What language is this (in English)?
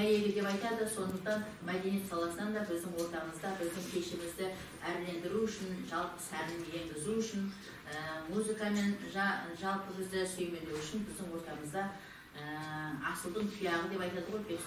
Kazakh